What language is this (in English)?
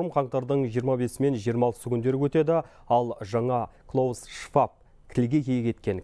Kazakh